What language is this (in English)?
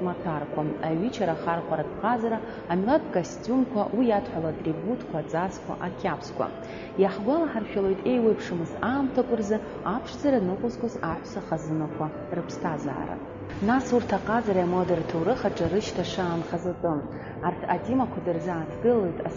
Abkhazian